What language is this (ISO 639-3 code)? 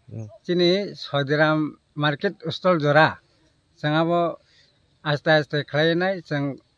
trp